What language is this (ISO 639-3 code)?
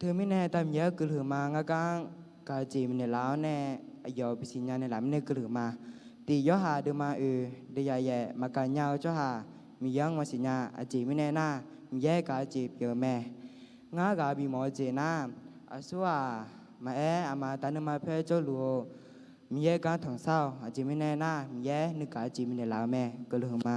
ahk